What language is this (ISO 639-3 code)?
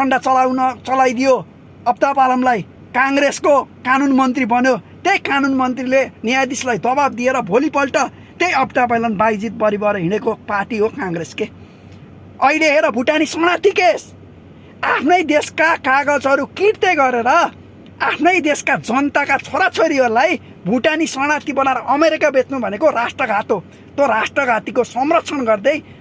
nep